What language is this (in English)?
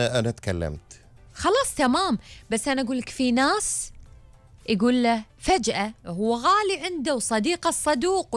Gulf Arabic